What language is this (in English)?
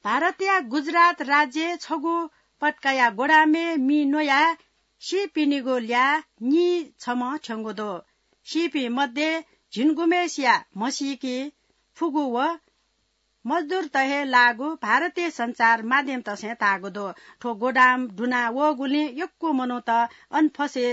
Newari